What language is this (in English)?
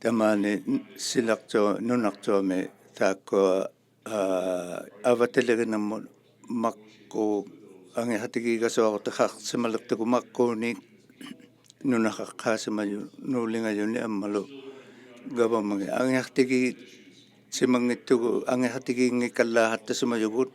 Inuktitut